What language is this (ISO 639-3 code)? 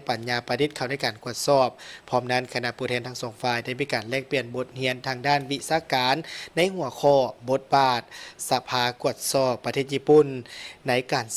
lao